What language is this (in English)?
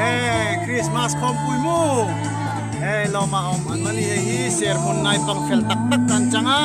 Darlong